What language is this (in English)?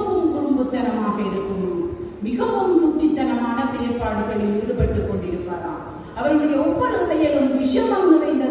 Tamil